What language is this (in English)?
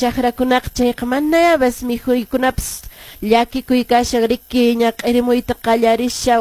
Quechua